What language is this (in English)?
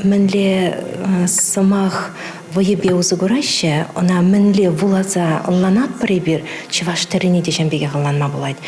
Chuvash